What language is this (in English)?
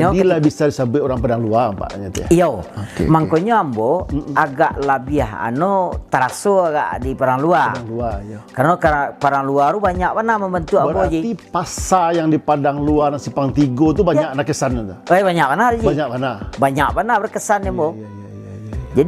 Minangkabau